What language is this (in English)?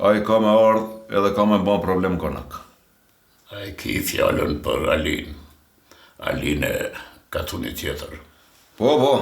Albanian